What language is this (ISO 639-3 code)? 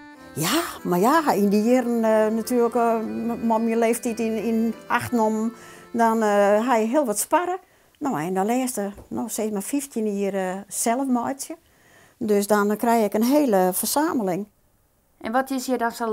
fry